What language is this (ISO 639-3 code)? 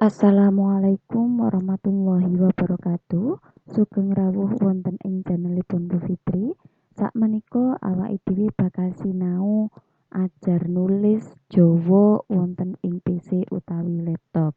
jav